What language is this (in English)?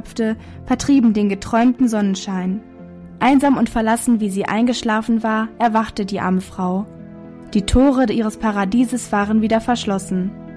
German